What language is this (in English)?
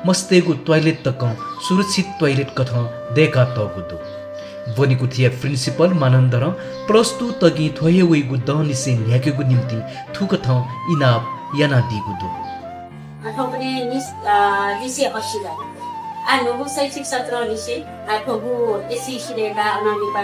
Newari